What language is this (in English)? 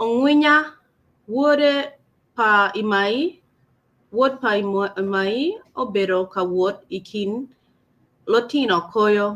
Acoli